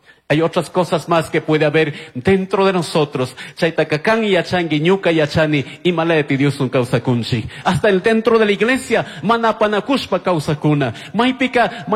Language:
Chimborazo Highland Quichua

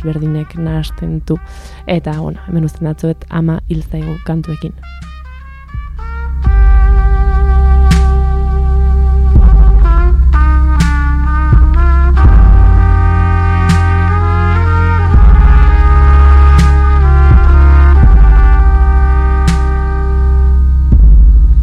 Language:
Basque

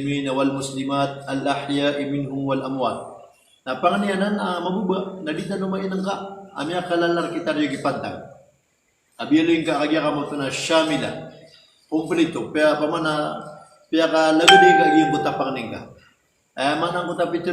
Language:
Maranao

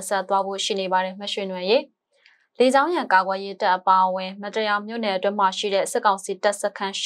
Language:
Burmese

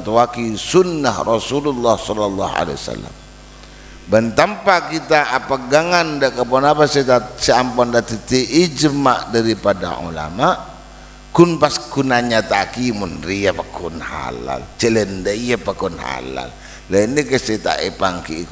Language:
Madurese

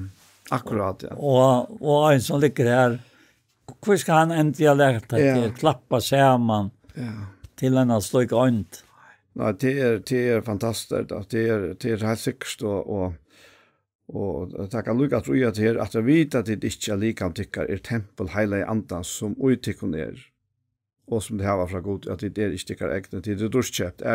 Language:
Faroese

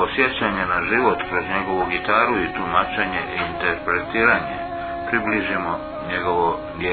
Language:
Croatian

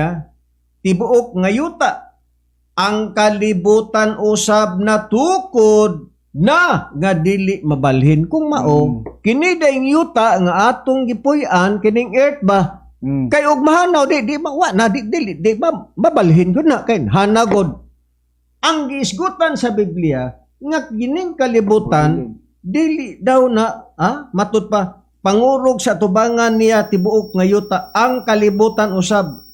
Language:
Cebuano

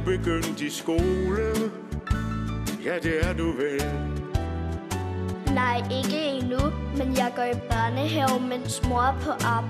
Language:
Danish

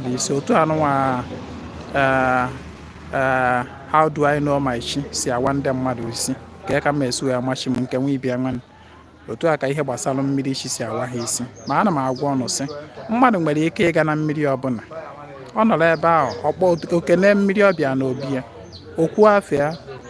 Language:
Igbo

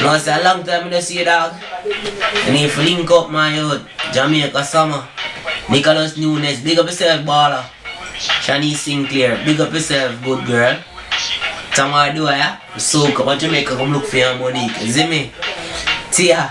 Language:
Jamaican Creole English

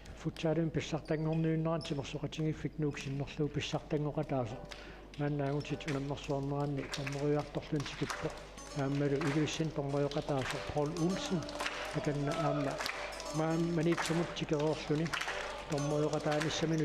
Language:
Kalaallisut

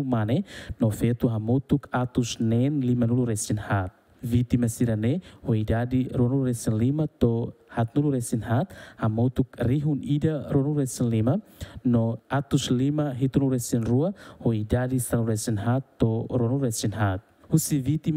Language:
Tetum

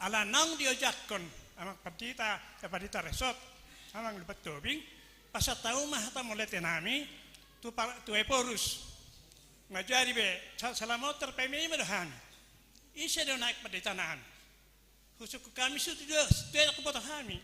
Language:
Batak Toba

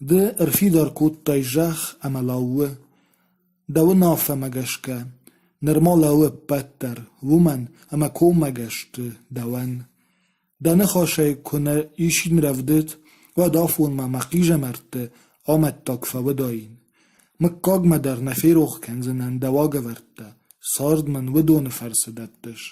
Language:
Ossetic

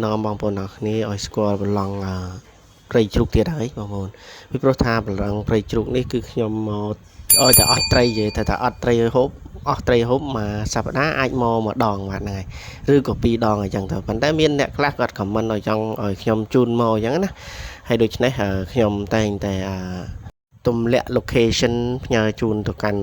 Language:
Khmer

